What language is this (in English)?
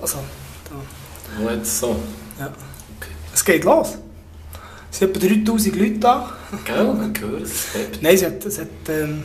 Swiss German